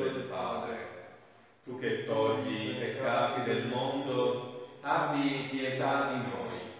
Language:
Italian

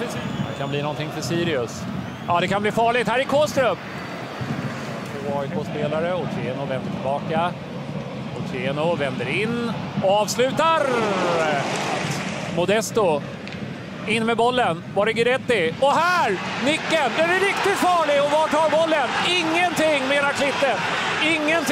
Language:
Swedish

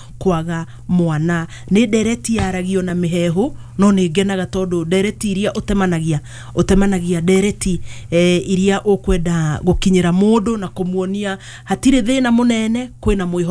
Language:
Kikuyu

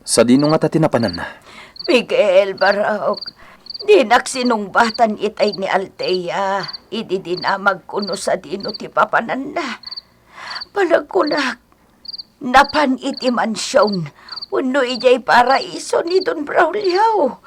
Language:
Iloko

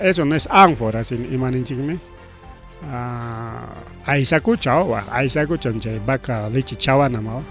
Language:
Ayacucho Quechua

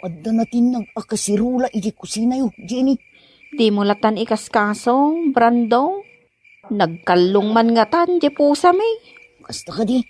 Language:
Iloko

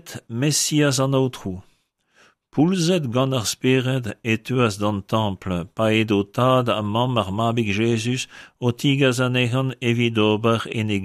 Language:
Breton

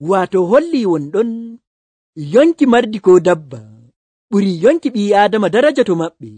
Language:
Nigerian Fulfulde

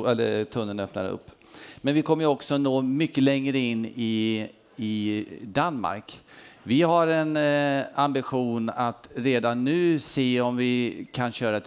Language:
Swedish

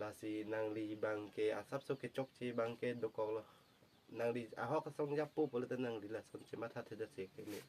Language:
Karbi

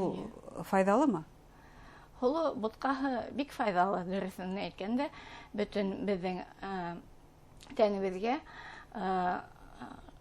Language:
Bashkir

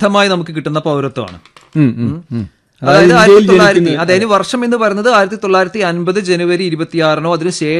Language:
Malayalam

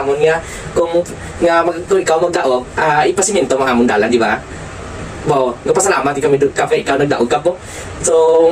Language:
Hiligaynon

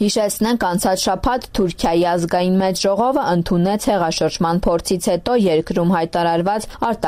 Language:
Armenian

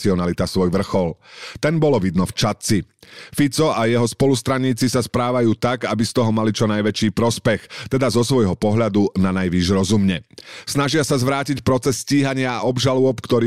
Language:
Slovak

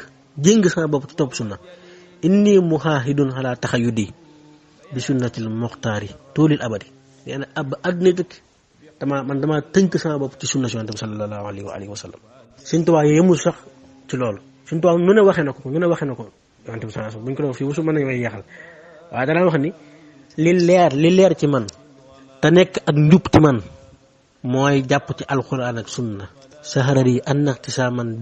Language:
Wolof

